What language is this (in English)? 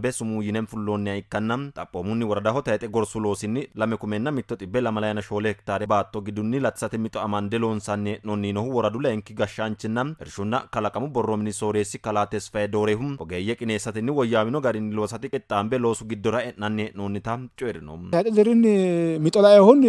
Sidamo